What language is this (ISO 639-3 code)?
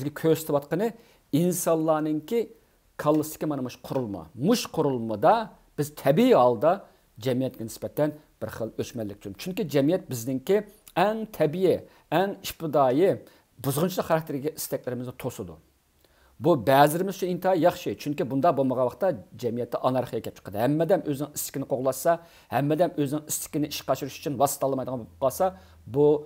uig